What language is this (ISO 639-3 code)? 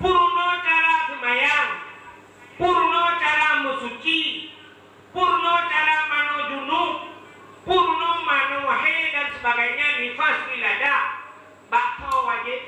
ace